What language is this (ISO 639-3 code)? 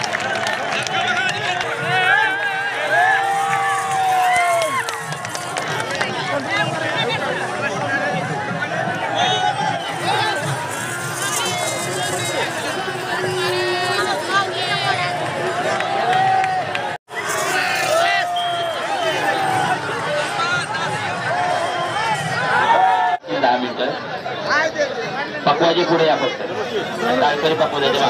mar